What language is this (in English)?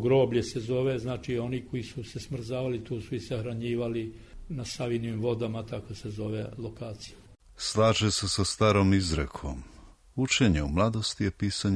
Serbian